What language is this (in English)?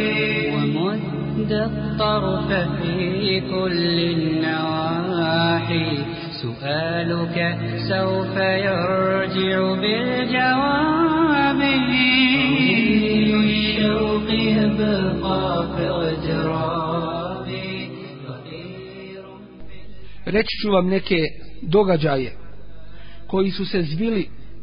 Bosnian